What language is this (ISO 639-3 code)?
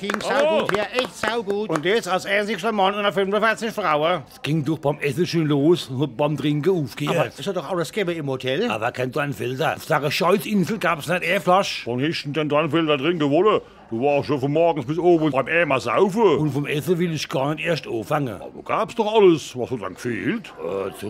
pfl